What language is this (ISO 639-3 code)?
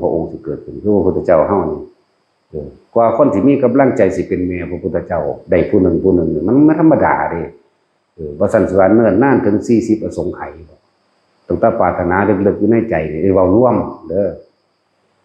tts